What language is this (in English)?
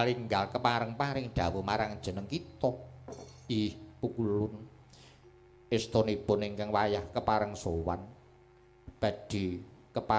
Javanese